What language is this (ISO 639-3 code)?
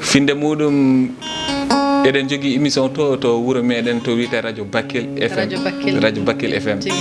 ful